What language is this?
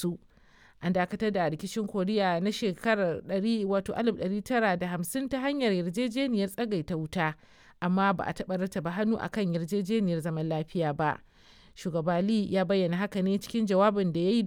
Hausa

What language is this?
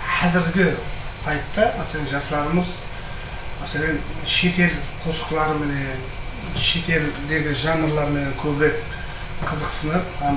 Kara-Kalpak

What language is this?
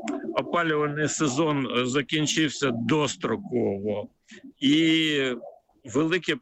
Ukrainian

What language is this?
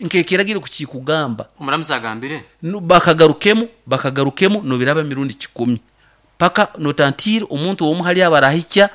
Nyoro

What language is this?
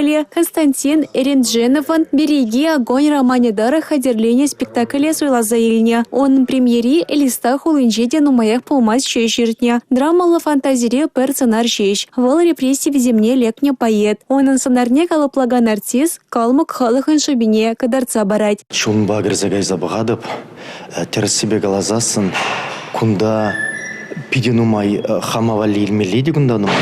Chuvash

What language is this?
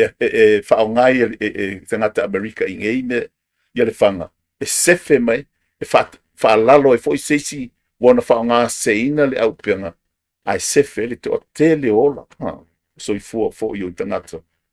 Samoan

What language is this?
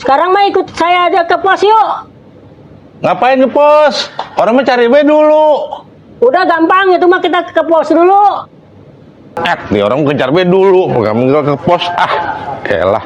Betawi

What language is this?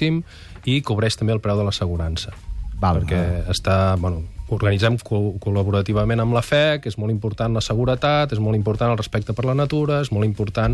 Catalan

